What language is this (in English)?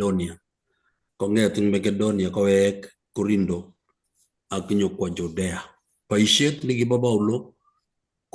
Kalenjin